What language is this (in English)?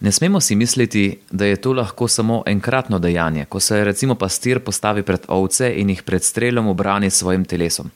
Slovenian